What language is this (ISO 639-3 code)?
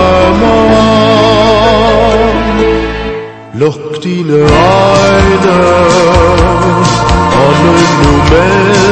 dan